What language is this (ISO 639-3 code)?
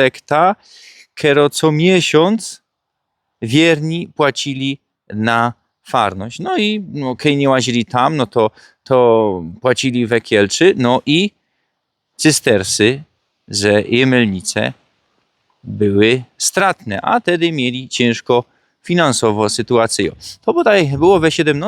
szl